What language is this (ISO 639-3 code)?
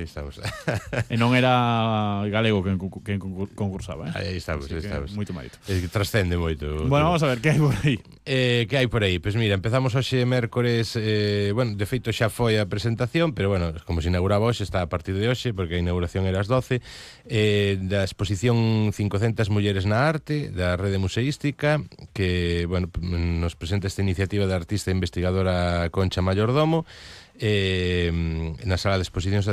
glg